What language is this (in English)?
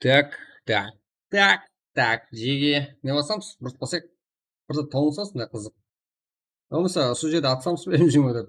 Kara-Kalpak